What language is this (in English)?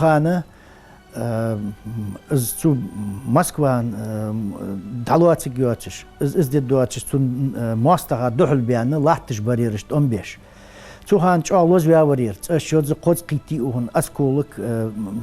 Ingush